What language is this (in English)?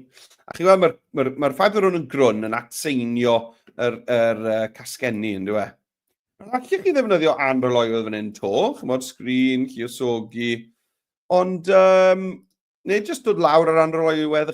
Welsh